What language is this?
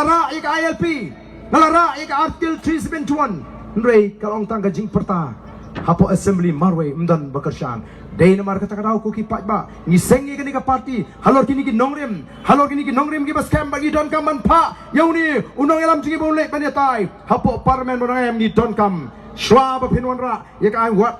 Khasi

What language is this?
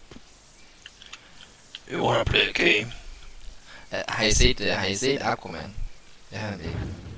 Danish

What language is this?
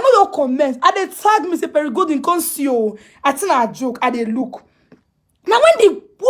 Nigerian Pidgin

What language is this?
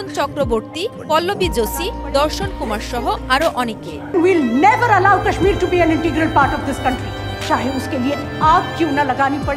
Bangla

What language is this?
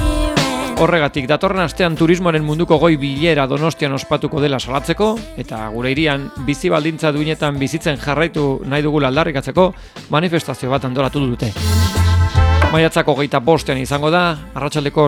Basque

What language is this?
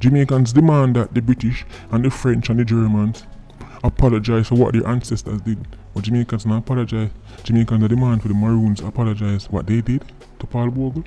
Jamaican Creole English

